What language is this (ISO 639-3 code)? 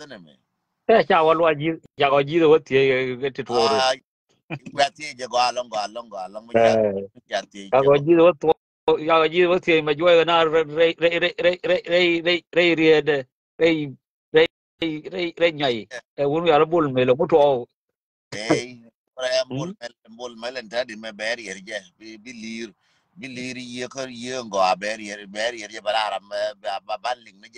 nus